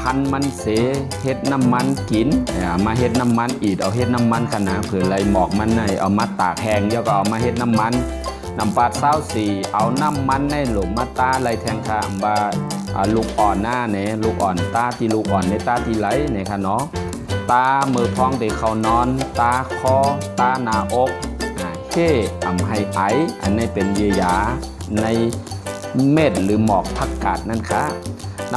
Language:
Shan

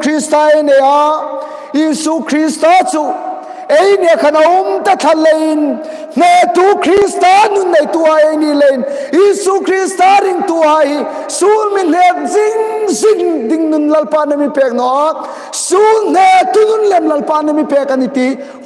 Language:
Hmar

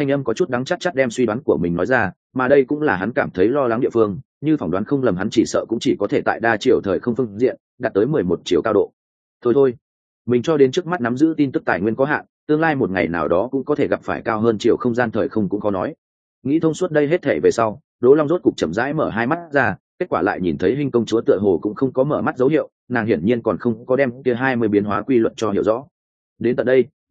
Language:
Vietnamese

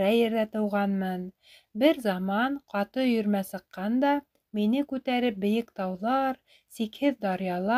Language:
Bashkir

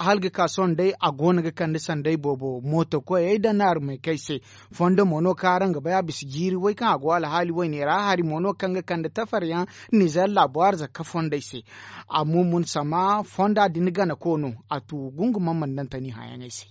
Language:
Zarma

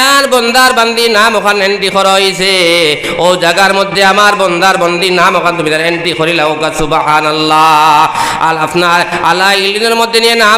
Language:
Sylheti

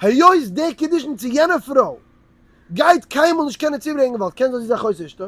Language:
Yiddish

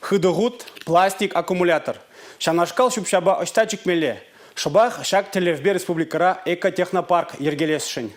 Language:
Chuvash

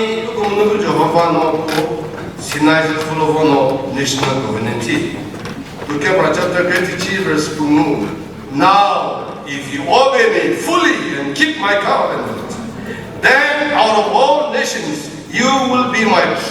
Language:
Chokri Naga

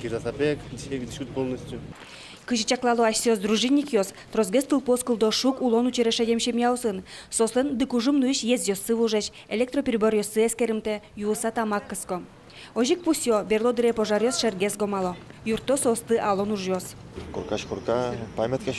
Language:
Udmurt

